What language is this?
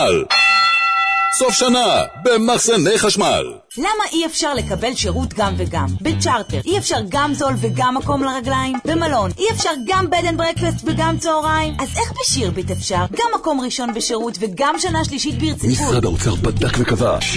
Hebrew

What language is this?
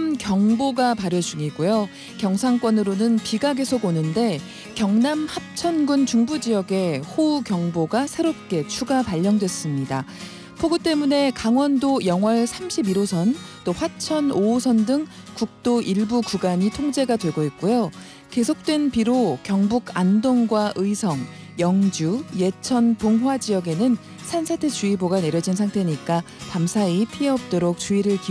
Korean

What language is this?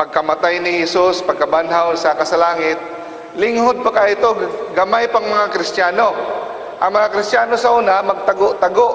Cebuano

